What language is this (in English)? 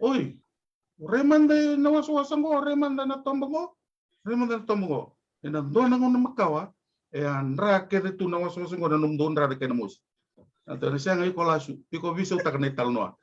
Fijian